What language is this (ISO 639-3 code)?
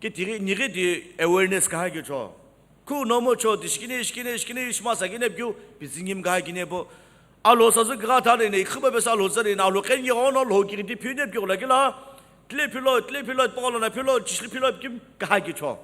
nsm